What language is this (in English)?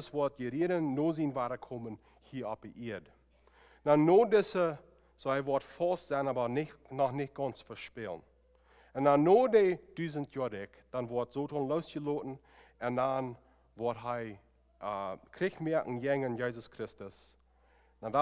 Plautdietsch